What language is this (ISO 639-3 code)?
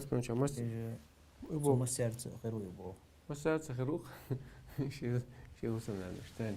che